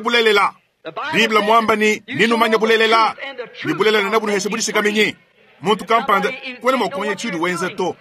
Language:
Luba-Lulua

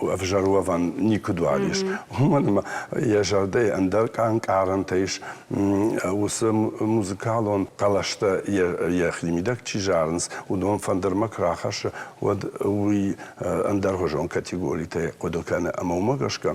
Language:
Ossetic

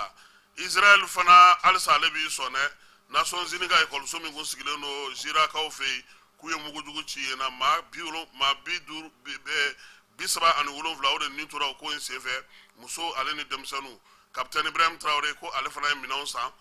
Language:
Bambara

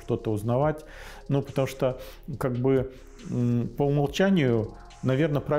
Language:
Russian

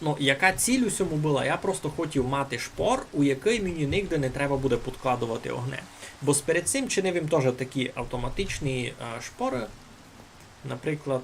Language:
Rusyn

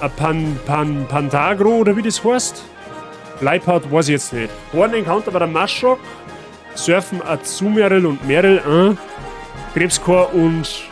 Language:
Bavarian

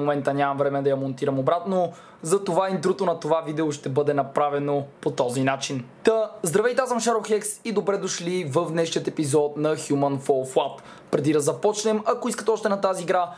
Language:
Bulgarian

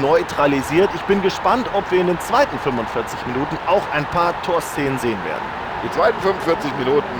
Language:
Bavarian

